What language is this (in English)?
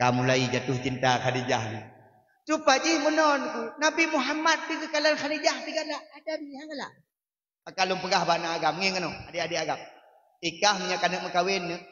Achinese